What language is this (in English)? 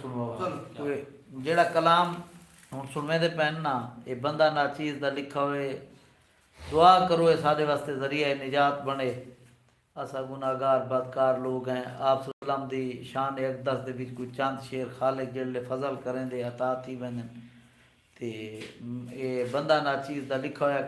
Saraiki